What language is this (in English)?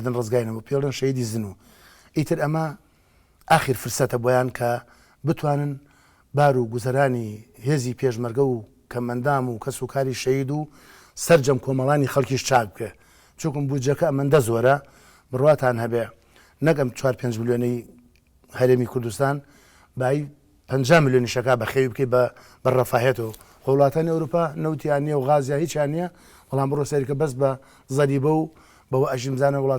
Central Kurdish